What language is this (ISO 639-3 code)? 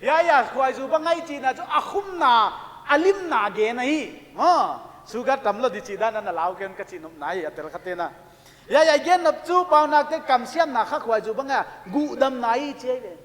pck